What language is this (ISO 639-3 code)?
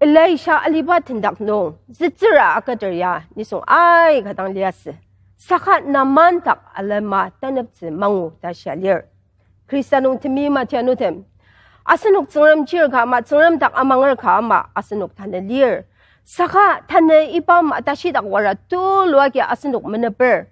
njo